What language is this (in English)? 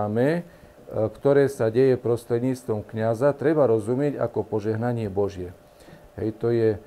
Slovak